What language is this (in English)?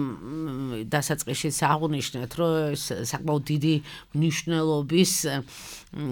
Georgian